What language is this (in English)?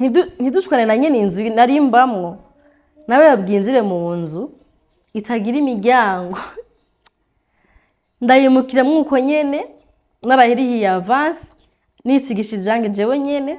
Rundi